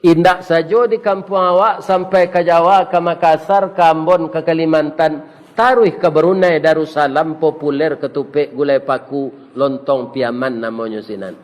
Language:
Minangkabau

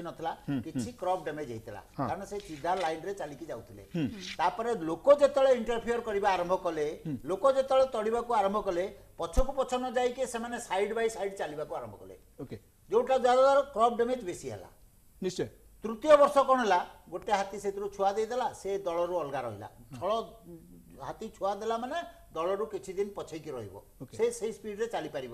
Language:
Odia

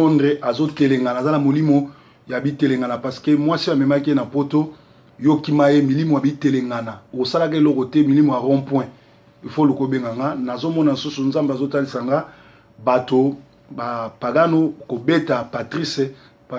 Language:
Lingala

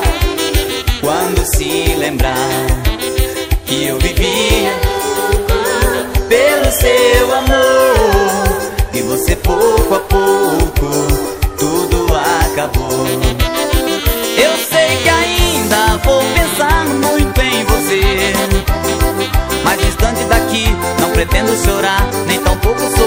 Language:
Portuguese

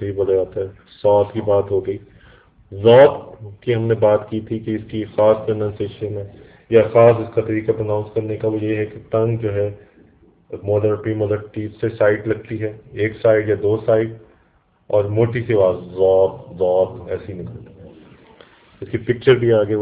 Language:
Urdu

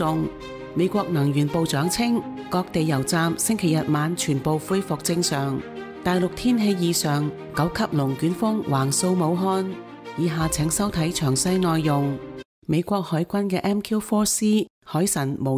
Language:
Cantonese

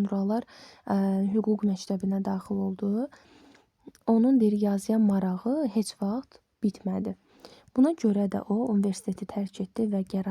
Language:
Azerbaijani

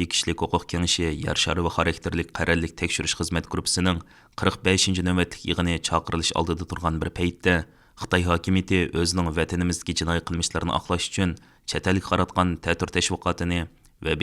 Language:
Uyghur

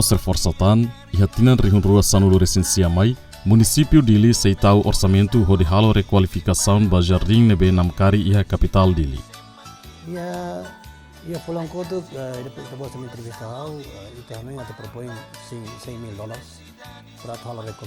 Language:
Tetum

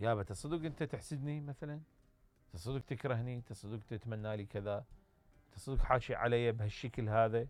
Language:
Mesopotamian Arabic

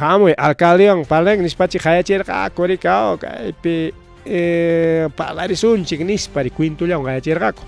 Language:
Ayacucho Quechua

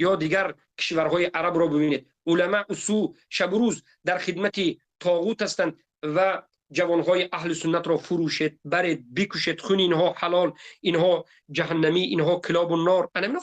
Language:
Tajik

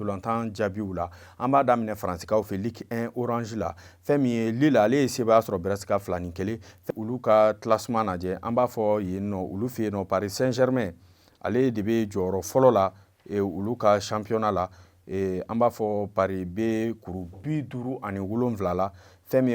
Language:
Bambara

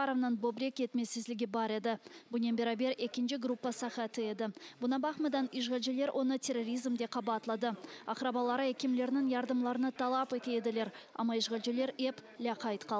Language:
Crimean Tatar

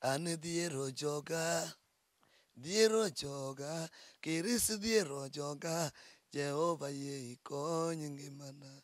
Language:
Luo (Kenya and Tanzania)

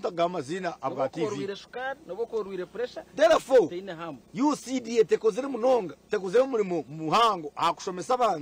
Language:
Nyankole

